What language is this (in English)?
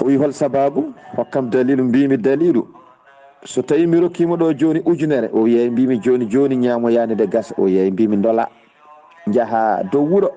Fula